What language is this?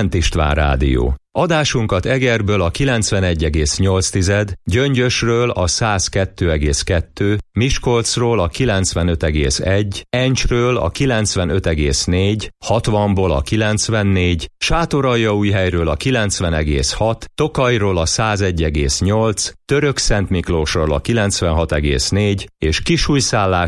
Hungarian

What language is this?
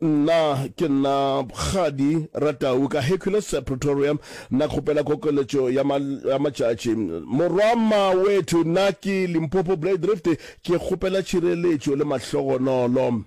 Northern Sotho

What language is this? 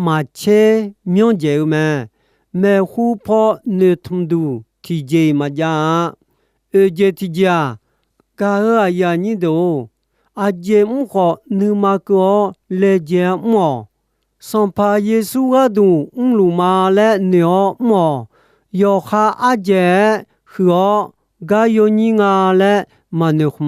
Akha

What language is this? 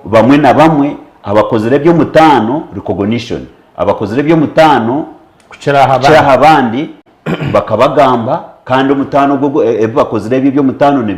Nyankole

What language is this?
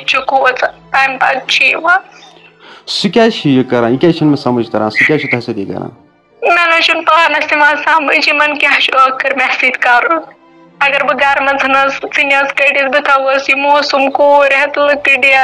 Kashmiri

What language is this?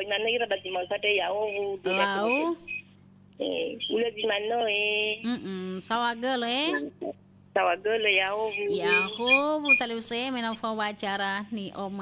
Nias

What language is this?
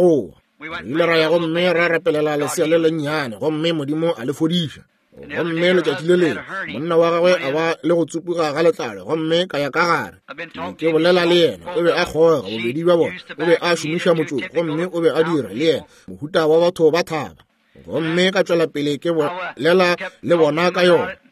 Northern Sotho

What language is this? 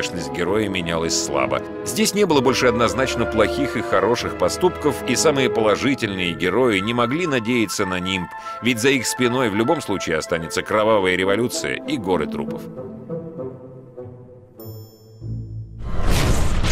Russian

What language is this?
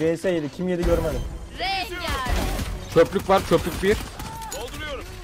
Turkish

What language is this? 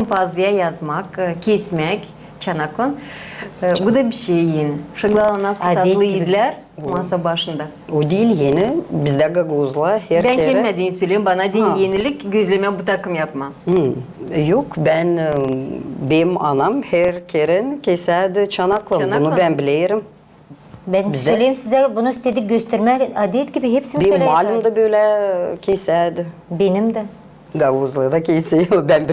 Gagauz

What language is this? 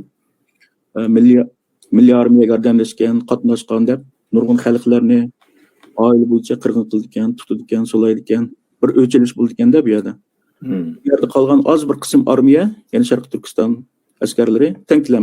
Uyghur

